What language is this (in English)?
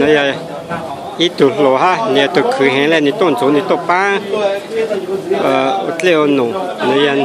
Hmong